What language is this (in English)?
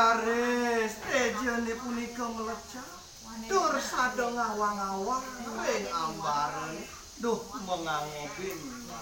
Balinese